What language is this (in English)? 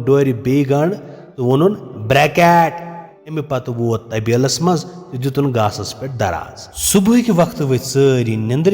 Kashmiri